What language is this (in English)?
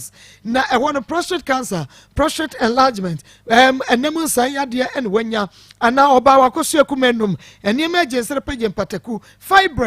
Akan